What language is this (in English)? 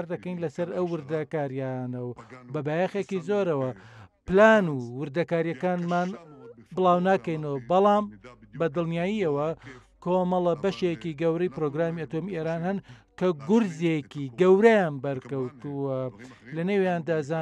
Central Kurdish